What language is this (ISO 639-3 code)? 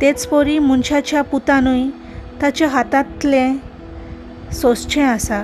kok